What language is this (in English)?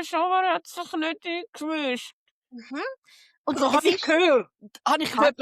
Swiss German